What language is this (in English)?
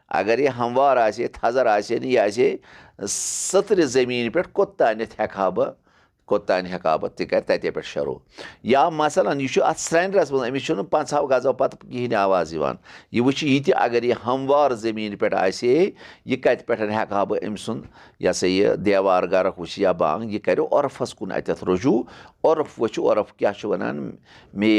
Kashmiri